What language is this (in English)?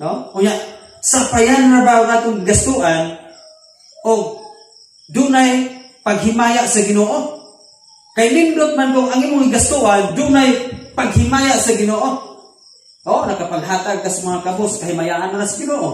Cebuano